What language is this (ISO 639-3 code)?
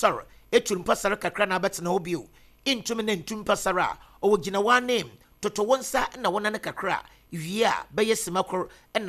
aka